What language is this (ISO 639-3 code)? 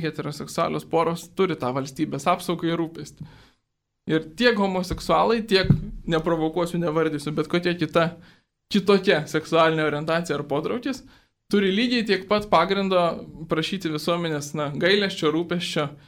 lit